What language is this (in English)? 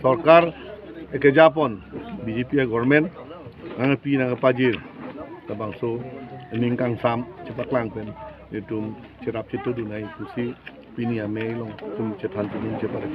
Karbi